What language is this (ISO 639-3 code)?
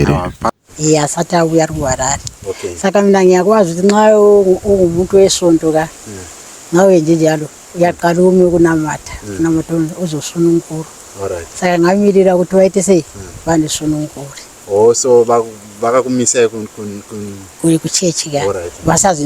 sna